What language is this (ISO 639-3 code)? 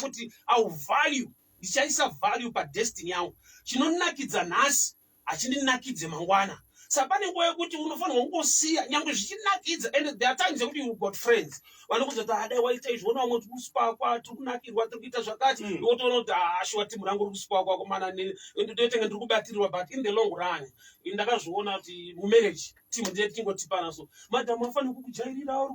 sna